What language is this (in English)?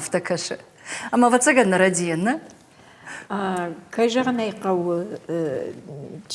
Ossetic